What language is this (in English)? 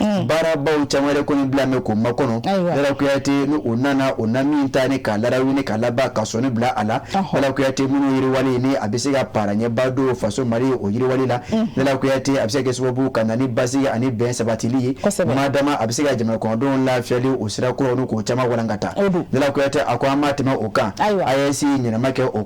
Bambara